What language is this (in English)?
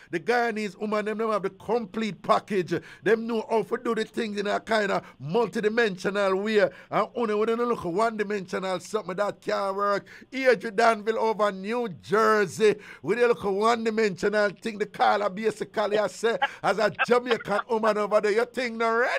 Jamaican Creole English